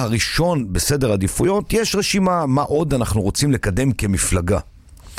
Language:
Hebrew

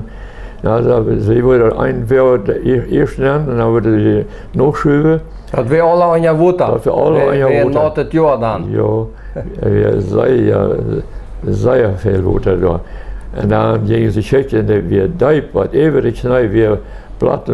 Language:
Plautdietsch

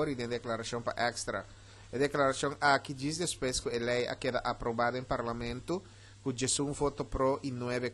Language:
Papiamento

